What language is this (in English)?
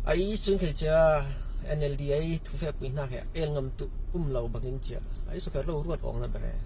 Falam Chin